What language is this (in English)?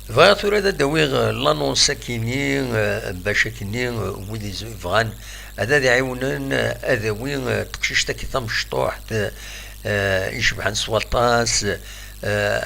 Kabyle